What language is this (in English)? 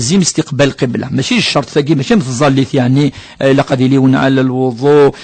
Kabyle